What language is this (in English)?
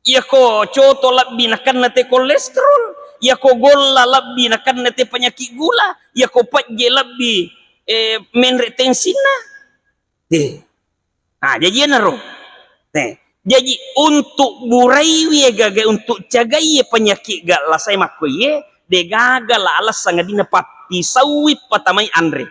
Buginese